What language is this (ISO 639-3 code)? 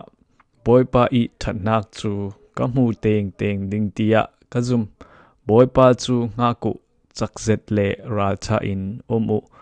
cfm